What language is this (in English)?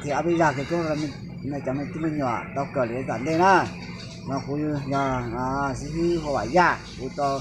Hmong